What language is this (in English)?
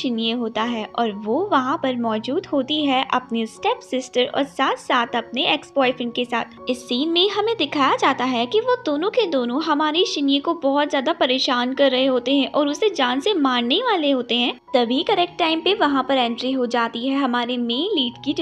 Hindi